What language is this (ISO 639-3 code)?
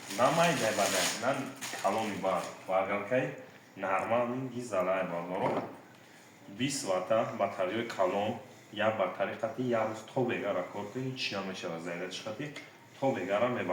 tgk